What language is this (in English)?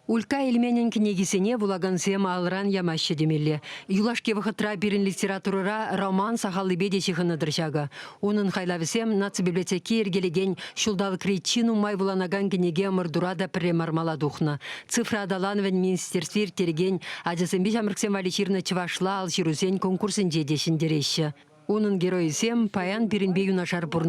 Chuvash